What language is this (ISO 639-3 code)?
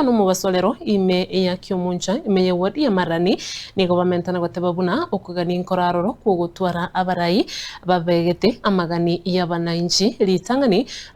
guz